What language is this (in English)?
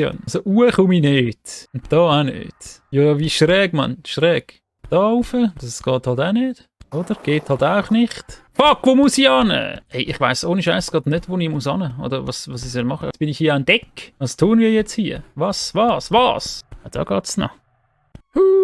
Swiss German